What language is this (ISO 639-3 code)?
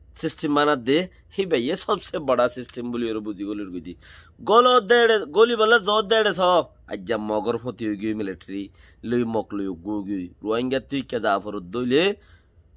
rhg